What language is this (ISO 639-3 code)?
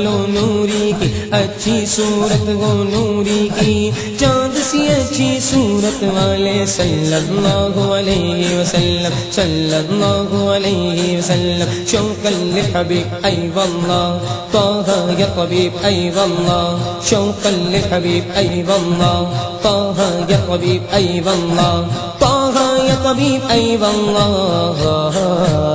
urd